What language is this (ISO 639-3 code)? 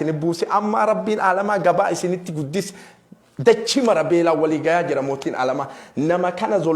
orm